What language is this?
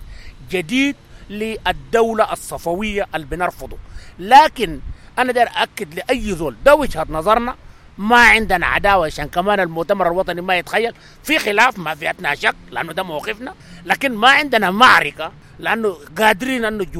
Sudanese Arabic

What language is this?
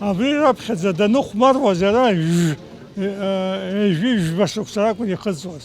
Abkhazian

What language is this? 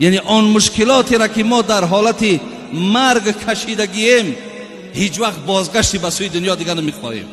Tajik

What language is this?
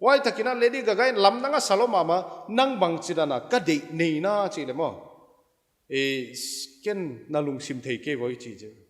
Paite Chin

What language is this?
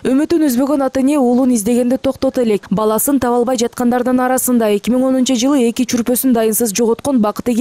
Kyrgyz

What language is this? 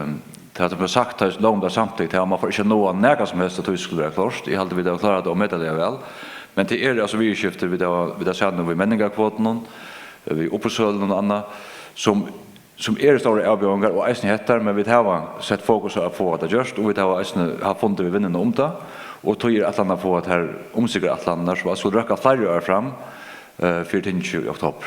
Faroese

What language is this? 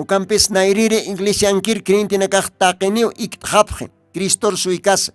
Aymara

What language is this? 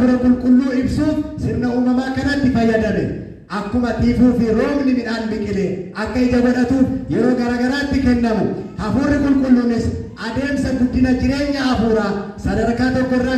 Oromo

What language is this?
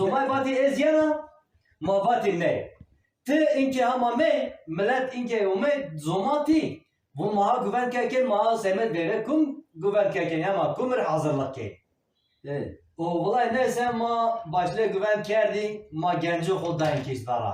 Zaza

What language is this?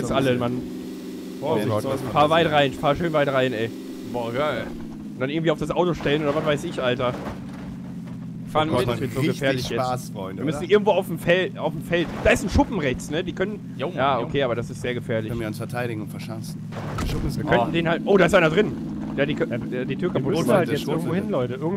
German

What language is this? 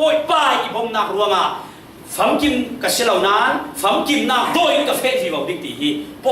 Falam Chin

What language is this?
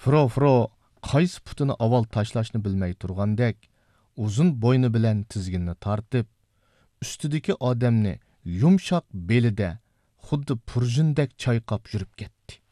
Uyghur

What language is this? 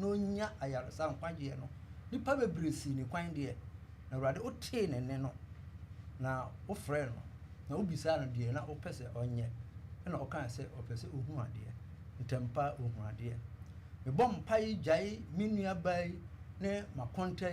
Akan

